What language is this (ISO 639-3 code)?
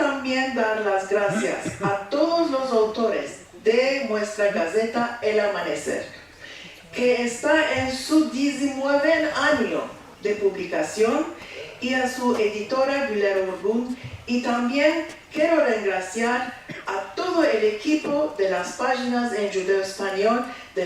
lad